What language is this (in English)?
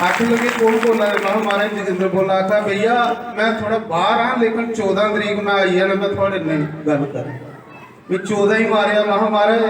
Dogri